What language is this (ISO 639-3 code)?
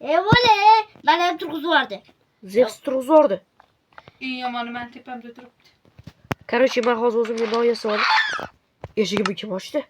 uzb